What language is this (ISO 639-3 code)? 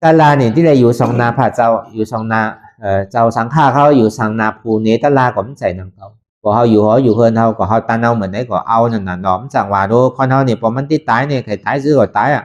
shn